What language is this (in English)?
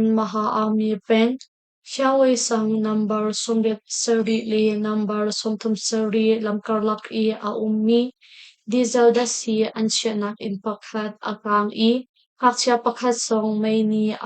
Hakha Chin